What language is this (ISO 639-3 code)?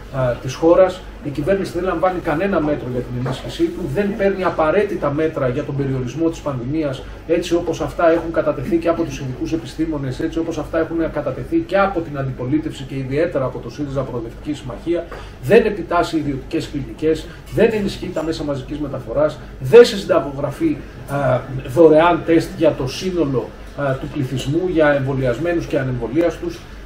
ell